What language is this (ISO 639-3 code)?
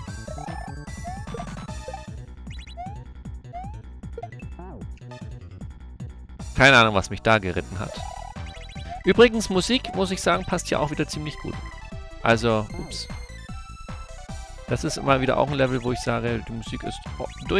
deu